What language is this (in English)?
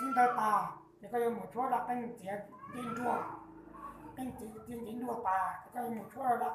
Hmong